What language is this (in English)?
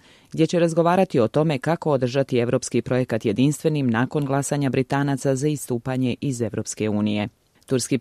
Serbian